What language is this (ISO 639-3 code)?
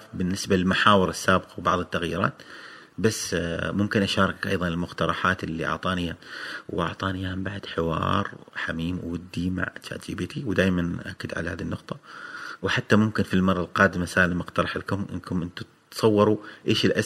afb